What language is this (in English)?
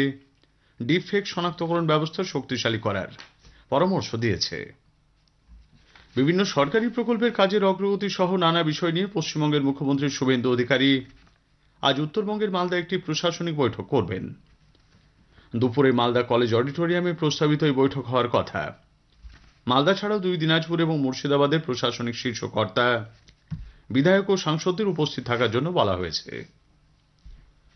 Bangla